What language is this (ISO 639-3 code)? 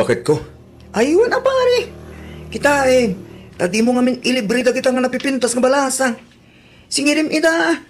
ilo